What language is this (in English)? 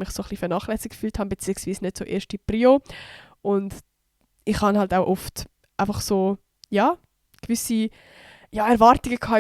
Swiss German